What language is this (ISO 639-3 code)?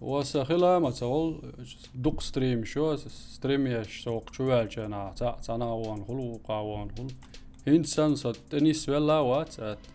che